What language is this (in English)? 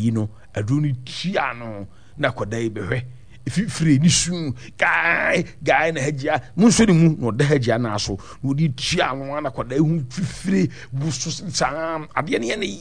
Akan